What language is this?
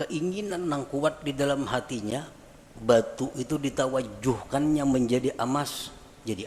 Banjar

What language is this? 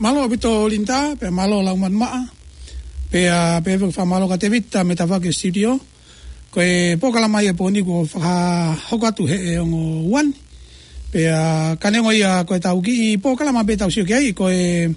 Tongan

